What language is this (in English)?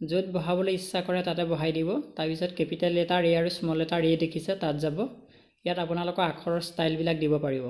Assamese